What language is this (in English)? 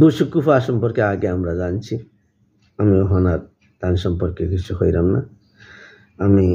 Sylheti